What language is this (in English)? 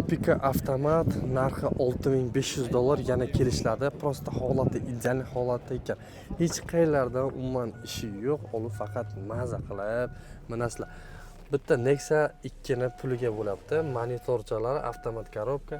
Uzbek